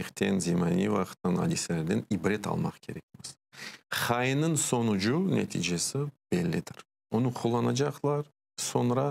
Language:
Crimean Tatar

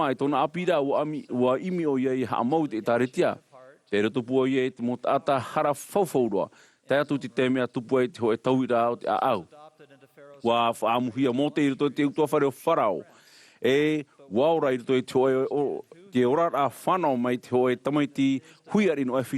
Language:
Tahitian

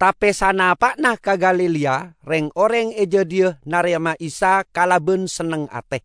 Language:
Madurese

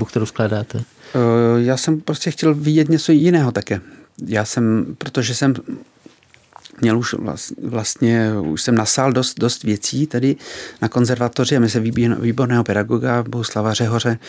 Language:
Czech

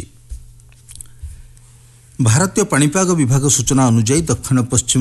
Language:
Odia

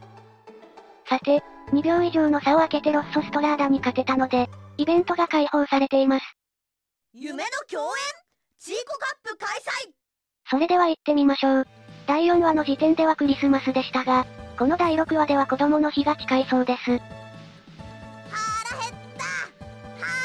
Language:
Japanese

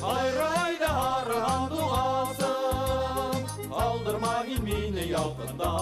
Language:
Bashkir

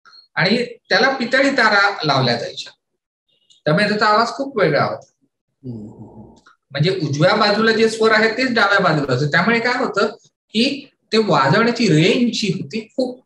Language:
Marathi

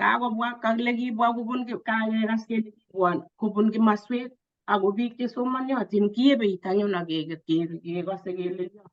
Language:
Kalenjin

